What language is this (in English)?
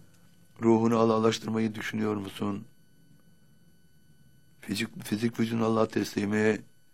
Turkish